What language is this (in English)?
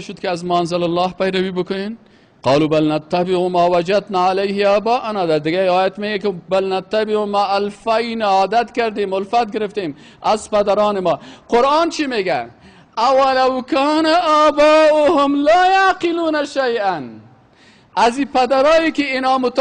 Persian